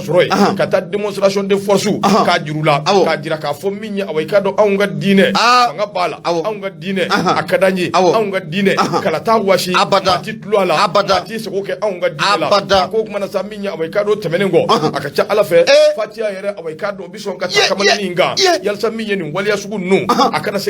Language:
Bambara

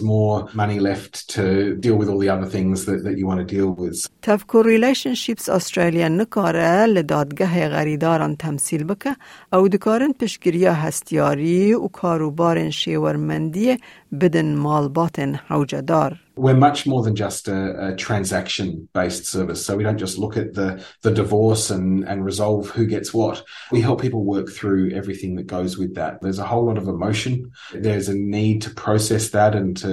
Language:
Kurdish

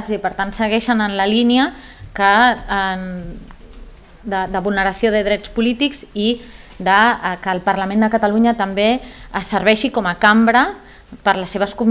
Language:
Catalan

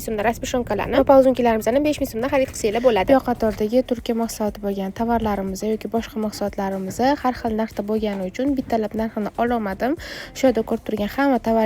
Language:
Uzbek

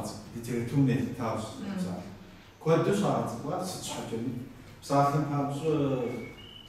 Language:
Kabardian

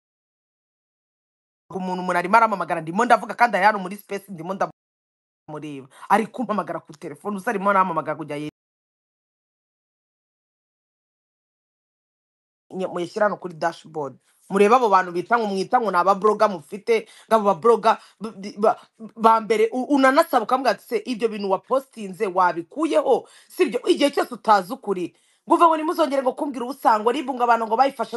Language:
Kinyarwanda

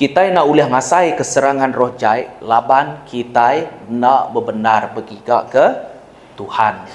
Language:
Iban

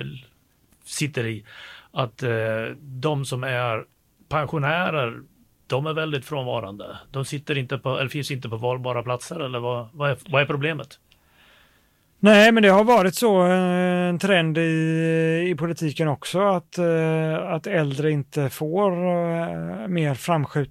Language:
Swedish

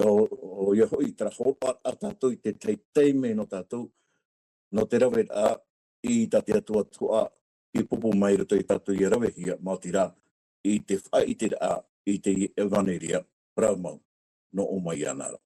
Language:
Tahitian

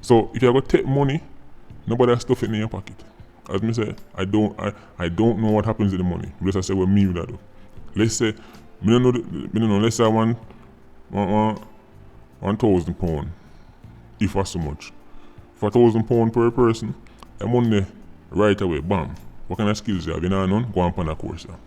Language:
Jamaican Creole English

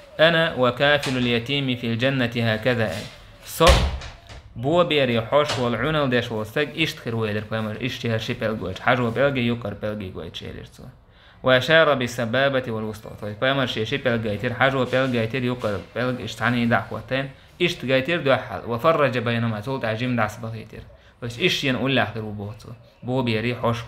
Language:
Chechen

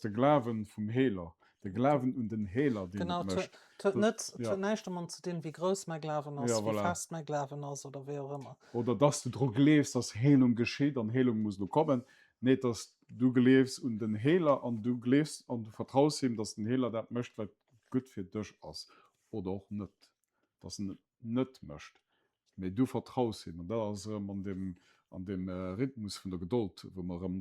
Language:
Luxembourgish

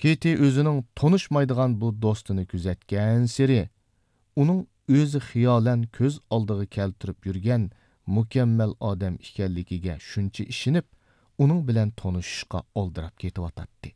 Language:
Uyghur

